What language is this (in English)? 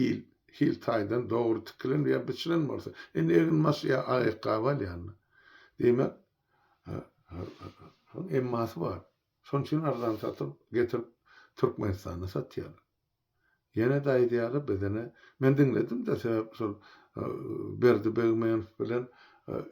Turkmen